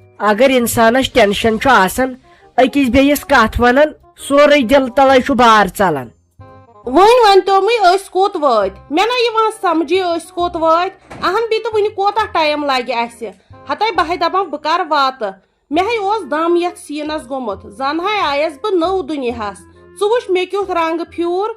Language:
Kashmiri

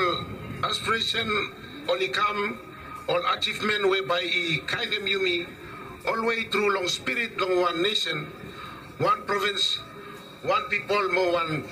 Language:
Bislama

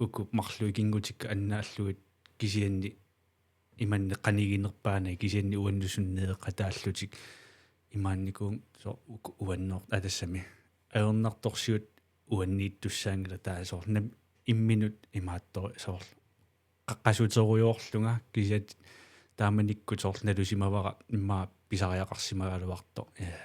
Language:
Kalaallisut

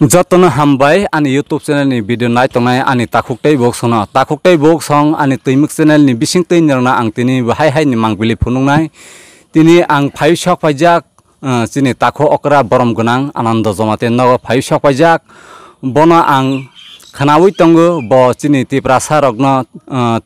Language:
Kok Borok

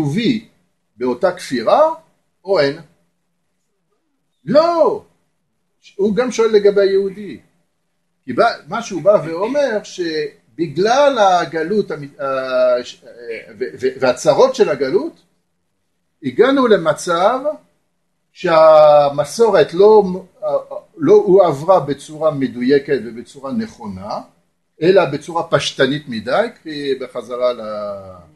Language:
Hebrew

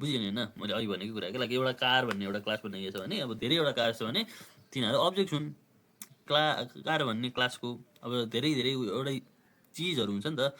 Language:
Nepali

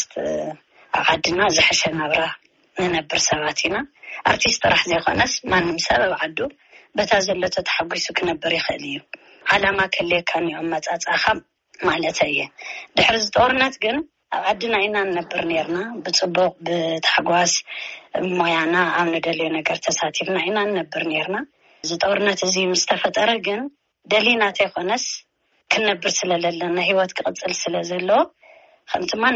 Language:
Tigrinya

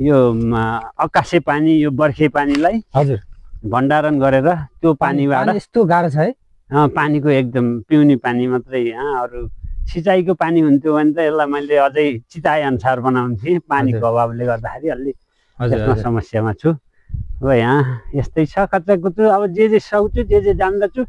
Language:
Nepali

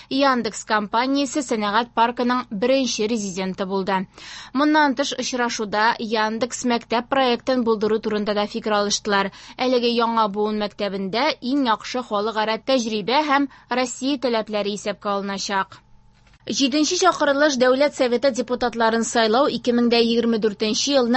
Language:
Tatar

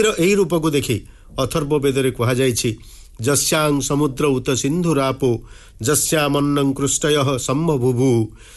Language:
Odia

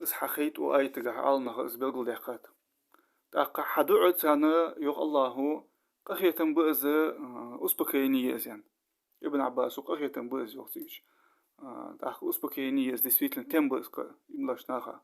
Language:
Ingush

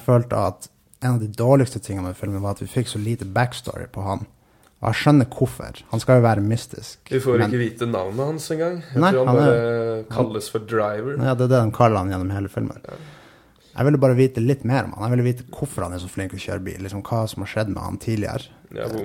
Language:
Norwegian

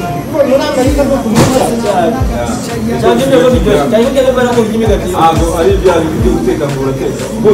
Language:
Kinyarwanda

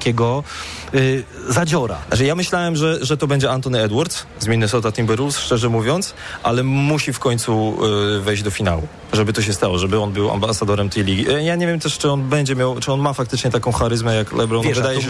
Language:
Polish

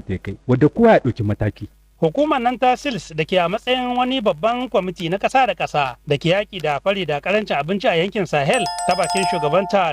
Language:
Hausa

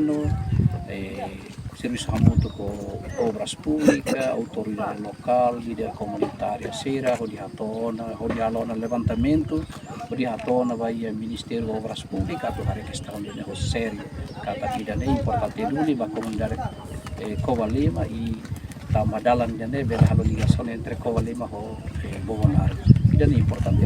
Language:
Tetum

